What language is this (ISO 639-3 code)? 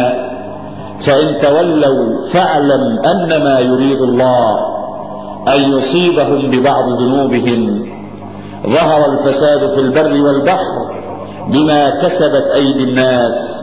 ara